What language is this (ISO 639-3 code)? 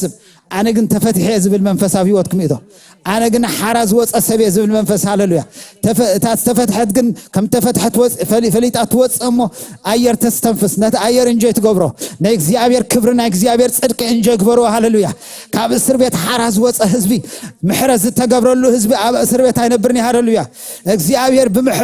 tir